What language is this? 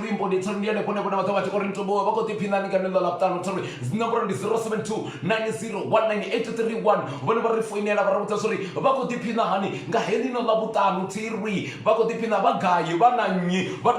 Venda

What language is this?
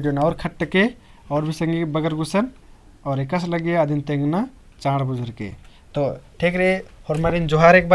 Kurukh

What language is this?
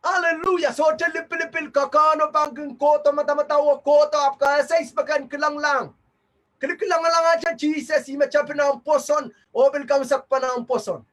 Pohnpeian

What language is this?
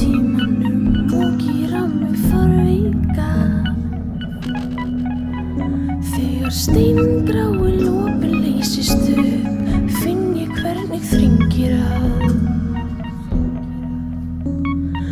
Icelandic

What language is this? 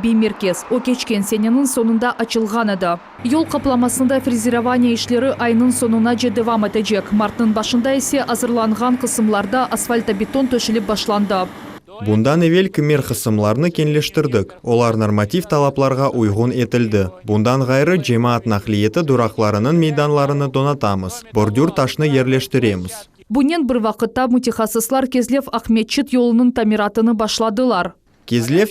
Crimean Tatar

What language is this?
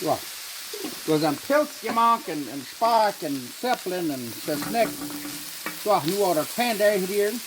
Plautdietsch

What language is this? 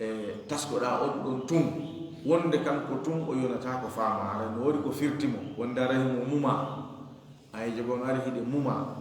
Fula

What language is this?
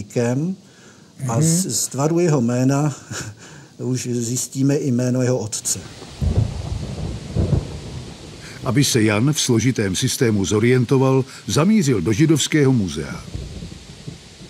Czech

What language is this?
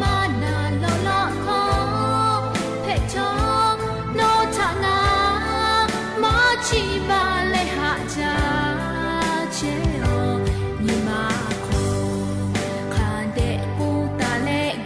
Lahu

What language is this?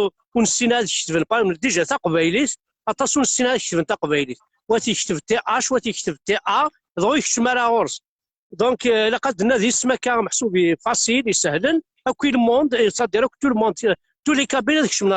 Kabyle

